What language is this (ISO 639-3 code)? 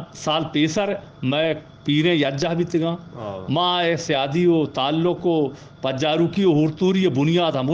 bgp